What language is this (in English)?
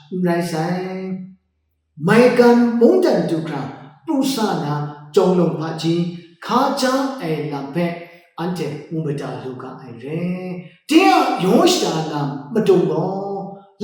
Kachin